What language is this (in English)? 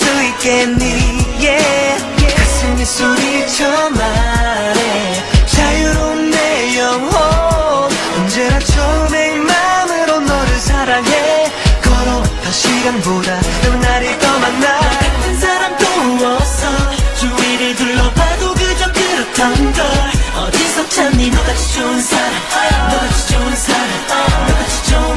Korean